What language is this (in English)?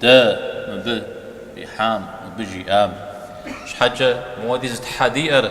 Kabardian